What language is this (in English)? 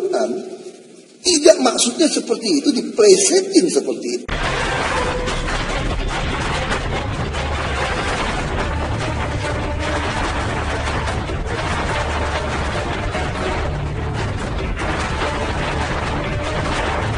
Indonesian